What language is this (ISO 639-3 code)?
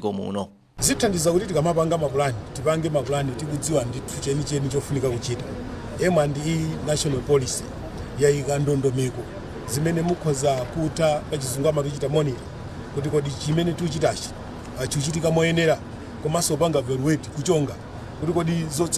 nya